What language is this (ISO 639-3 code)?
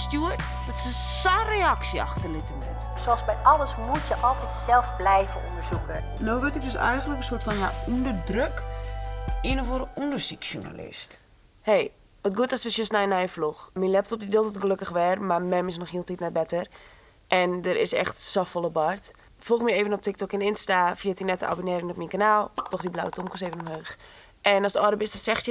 fry